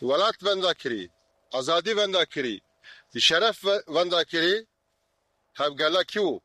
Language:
Kurdish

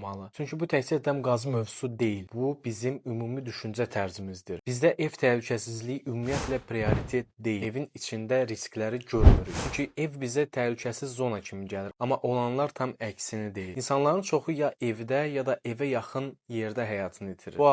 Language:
Azerbaijani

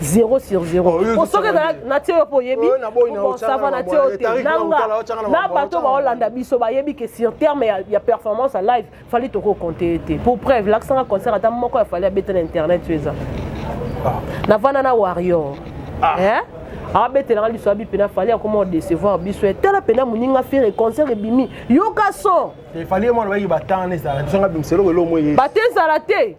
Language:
Lingala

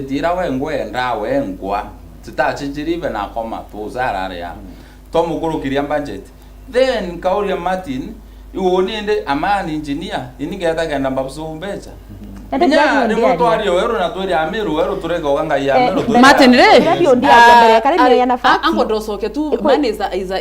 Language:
Meru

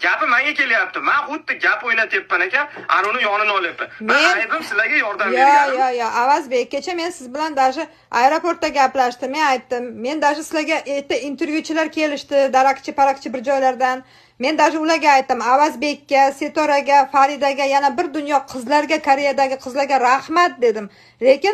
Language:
Uzbek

